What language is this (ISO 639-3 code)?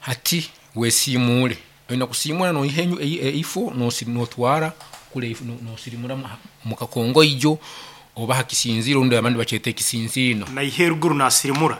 nyn